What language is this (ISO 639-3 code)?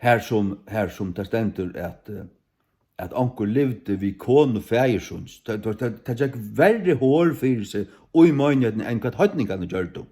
fao